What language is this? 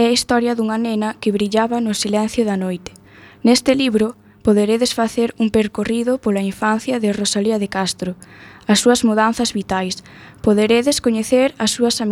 Galician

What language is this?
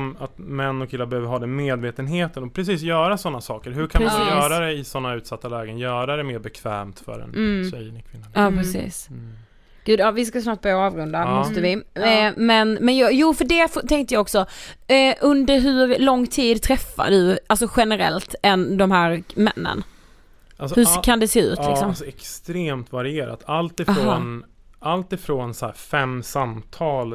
Swedish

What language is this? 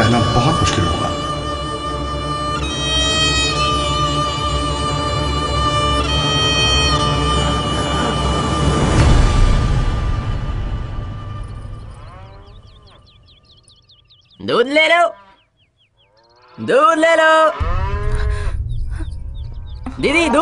Hindi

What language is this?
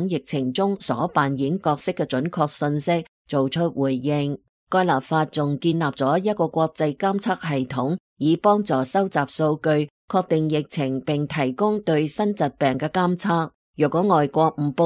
Cantonese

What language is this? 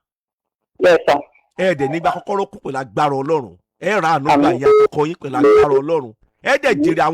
Yoruba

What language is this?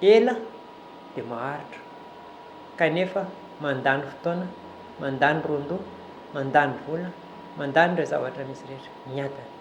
Malagasy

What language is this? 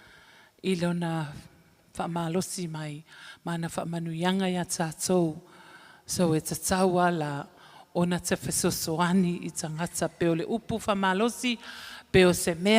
Samoan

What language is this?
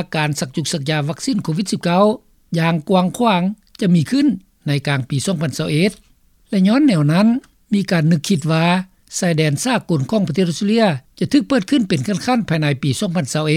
Lao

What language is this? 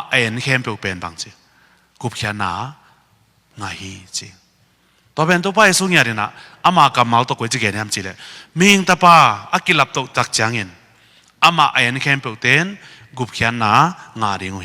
Tedim Chin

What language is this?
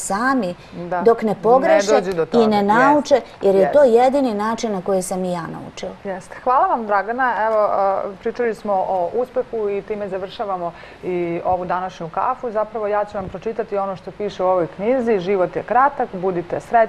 Serbian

